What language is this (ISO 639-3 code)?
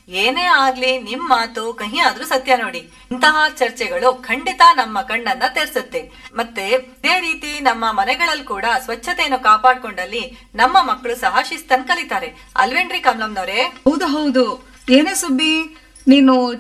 kan